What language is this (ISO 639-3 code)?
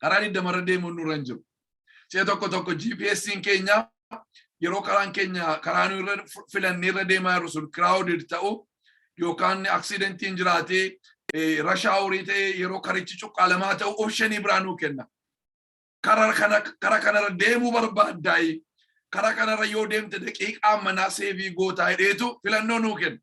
orm